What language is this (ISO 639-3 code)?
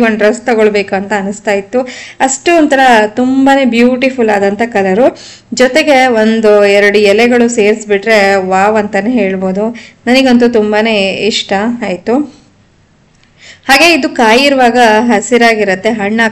kan